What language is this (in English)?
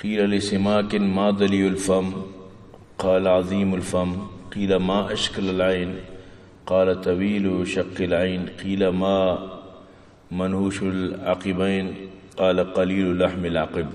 Eastern Balochi